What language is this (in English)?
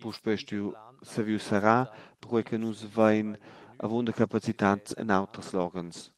Romansh